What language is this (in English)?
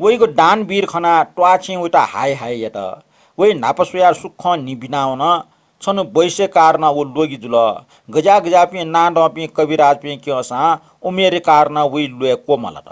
Newari